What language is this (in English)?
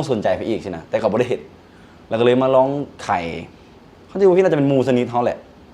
Lao